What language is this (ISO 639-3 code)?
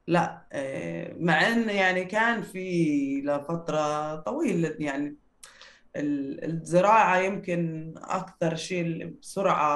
apc